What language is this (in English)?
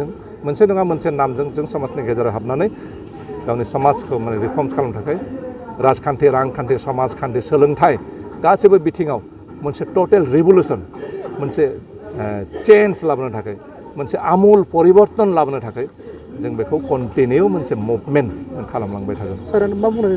Bodo